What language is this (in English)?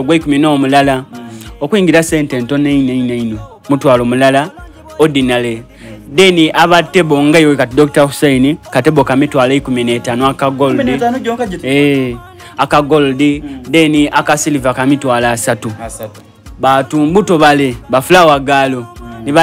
Soga